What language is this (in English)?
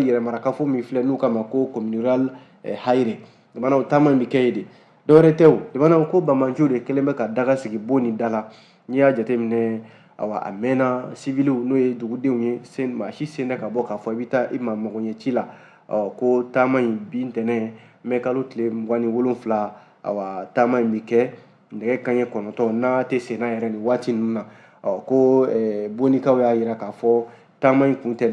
Bambara